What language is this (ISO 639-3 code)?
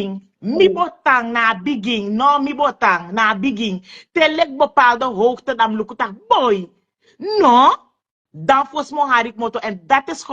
srn